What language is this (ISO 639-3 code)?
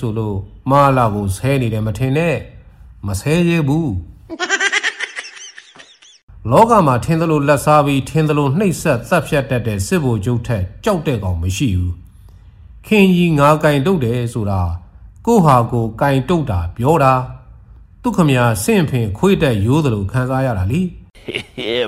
mya